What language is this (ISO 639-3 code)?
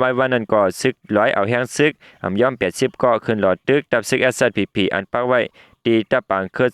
shn